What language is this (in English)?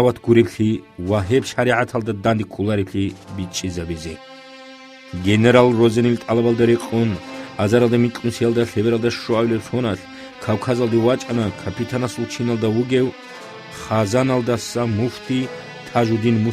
Avaric